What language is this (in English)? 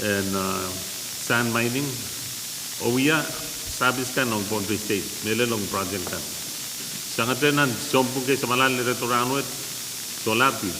Pohnpeian